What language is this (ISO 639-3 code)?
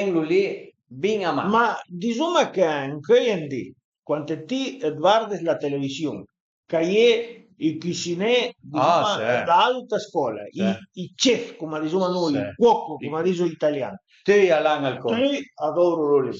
pms